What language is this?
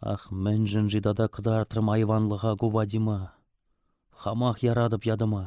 Chuvash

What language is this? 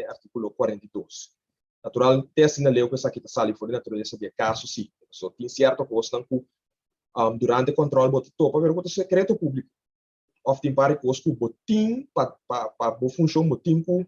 Papiamento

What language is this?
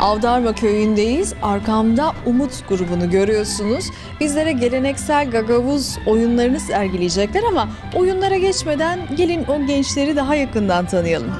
Gagauz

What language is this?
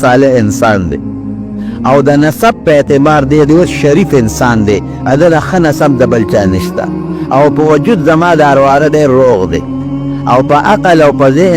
Pashto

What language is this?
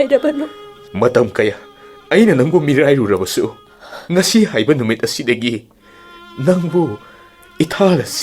Manipuri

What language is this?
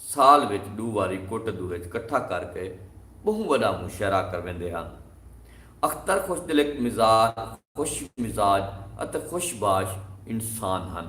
Saraiki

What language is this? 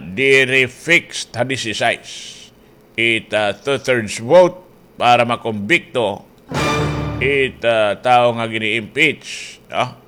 Waray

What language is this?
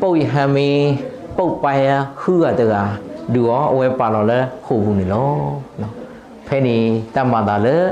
S'gaw Karen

